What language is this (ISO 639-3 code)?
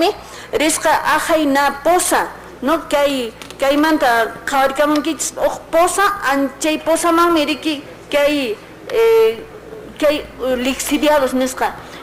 que